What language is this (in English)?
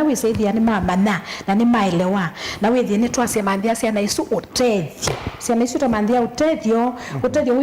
Kamba